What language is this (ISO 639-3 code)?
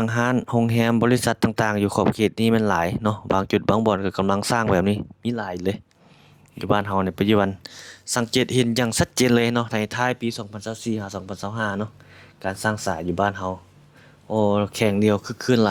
lao